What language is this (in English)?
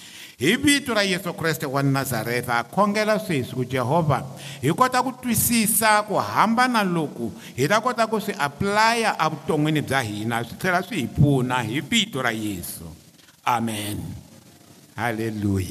Tsonga